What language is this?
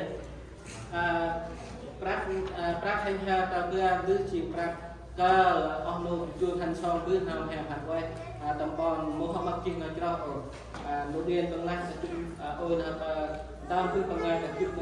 Central Mnong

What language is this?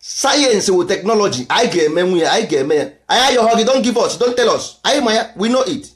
Igbo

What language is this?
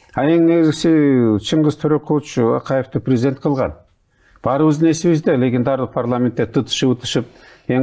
Kyrgyz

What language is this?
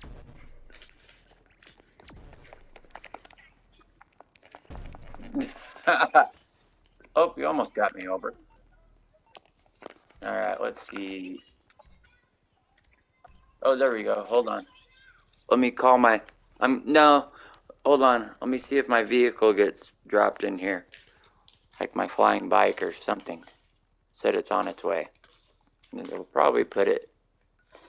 English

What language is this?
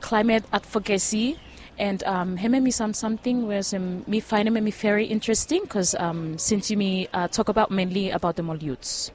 Bislama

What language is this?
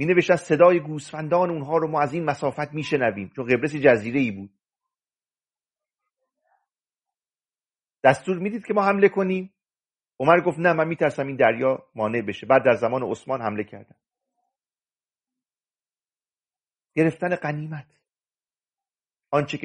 Persian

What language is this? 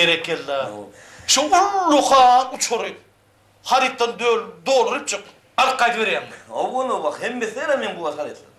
Turkmen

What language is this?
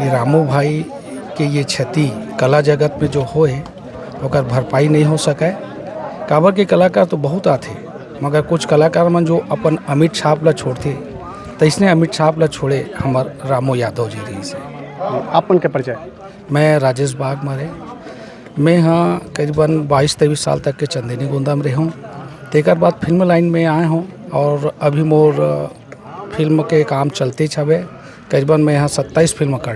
Chhattisgarhi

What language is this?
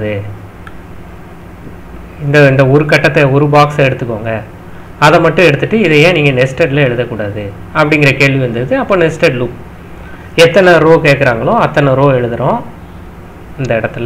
Tamil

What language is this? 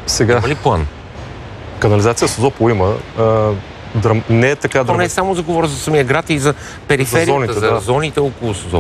Bulgarian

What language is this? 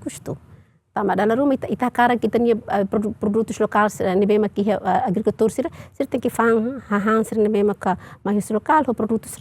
Tetum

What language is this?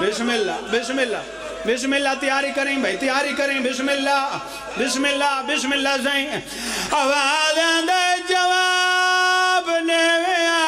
Pahari-Potwari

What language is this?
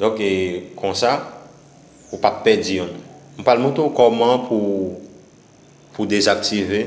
Haitian Creole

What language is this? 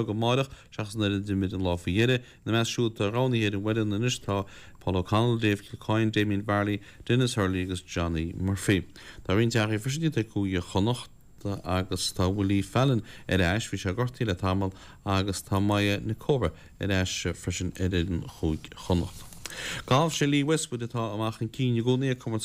Irish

